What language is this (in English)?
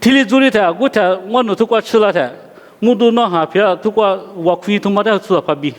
Lisu